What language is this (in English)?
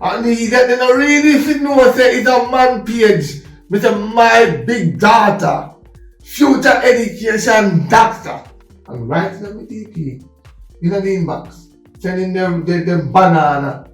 Jamaican Creole English